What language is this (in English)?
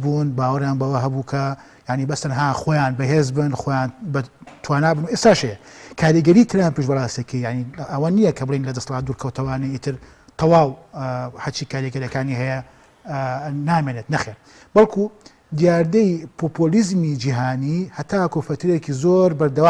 Central Kurdish